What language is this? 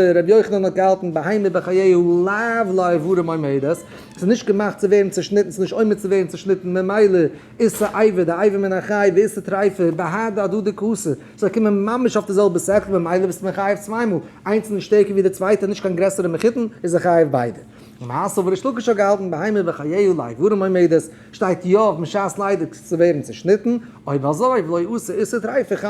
Yiddish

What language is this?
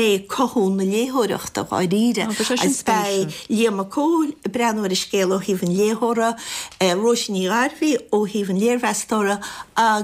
Irish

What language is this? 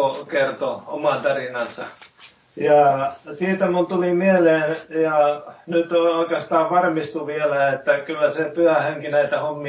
Finnish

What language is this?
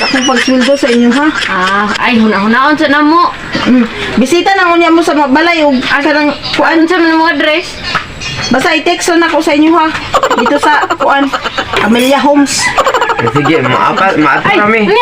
Cebuano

